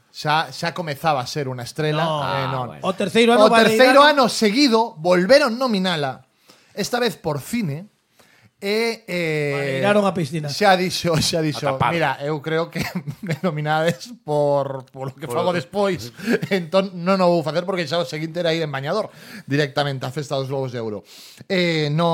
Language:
Galician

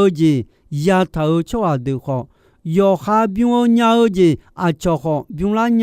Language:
Akha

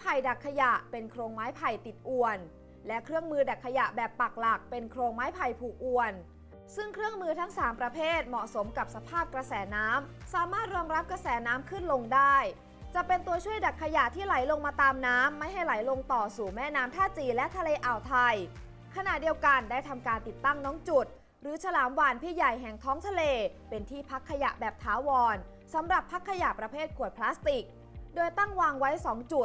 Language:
Thai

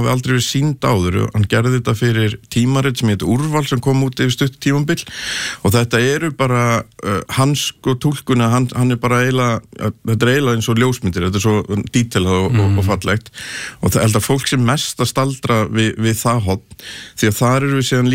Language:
Icelandic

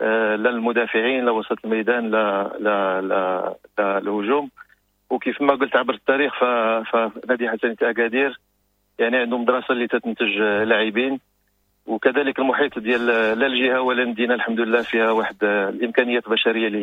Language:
Moroccan Arabic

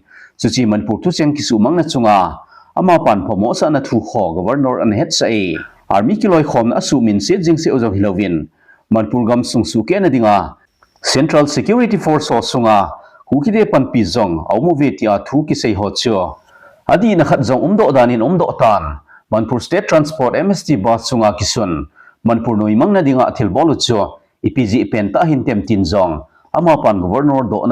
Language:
Thado Chin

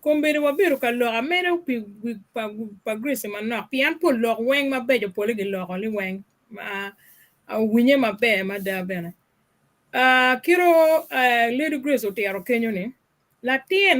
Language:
Acoli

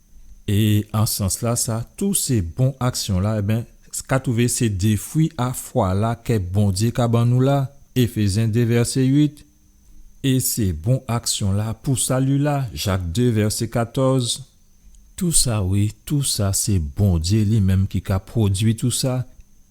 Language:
Guadeloupean Creole French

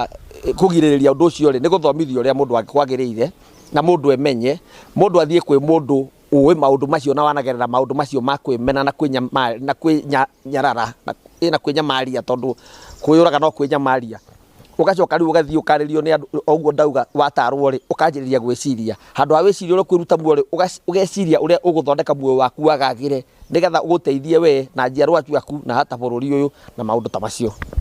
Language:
Kikuyu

